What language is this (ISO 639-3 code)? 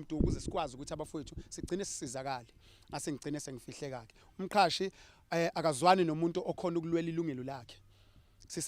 zul